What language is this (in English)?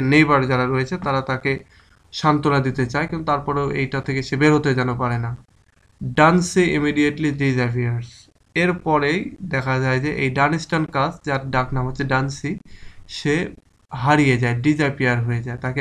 Bangla